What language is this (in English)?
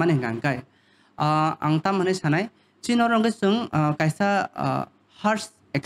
Kok Borok